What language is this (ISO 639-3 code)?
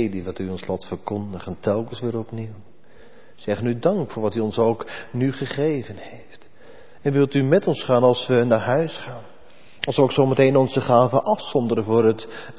nld